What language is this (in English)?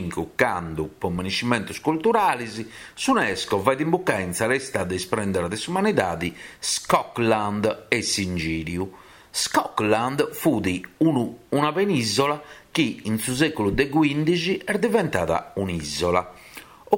Sardinian